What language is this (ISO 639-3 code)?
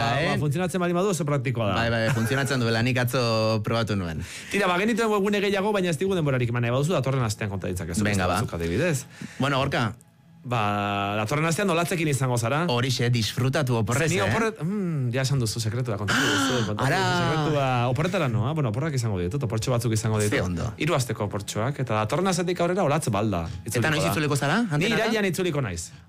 eus